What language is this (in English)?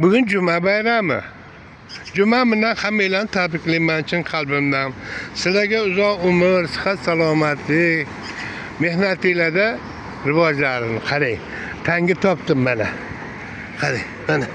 Uzbek